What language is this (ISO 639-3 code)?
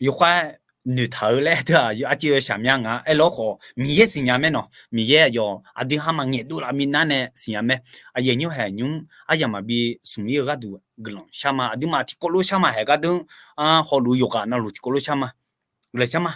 ahk